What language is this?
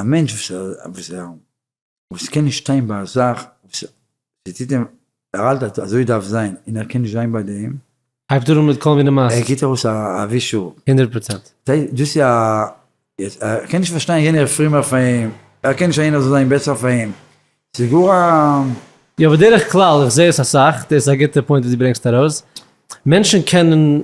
Yiddish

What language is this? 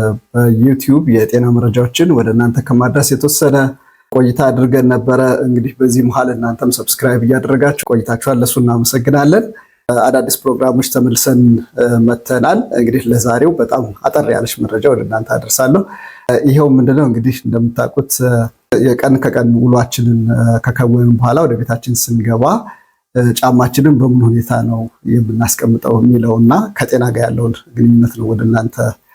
Amharic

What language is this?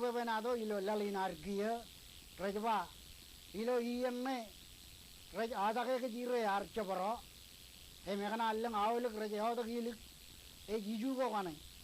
Marshallese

